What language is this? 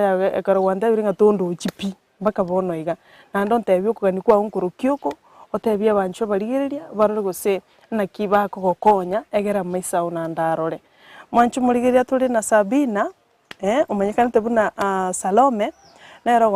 Gusii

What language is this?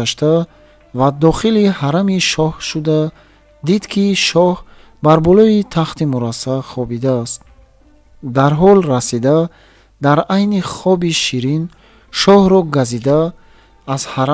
Tajik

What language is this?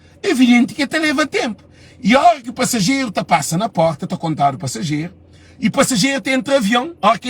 Kabuverdianu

